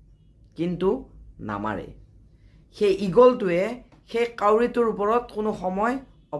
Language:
Assamese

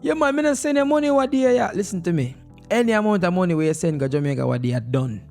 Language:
Jamaican Creole English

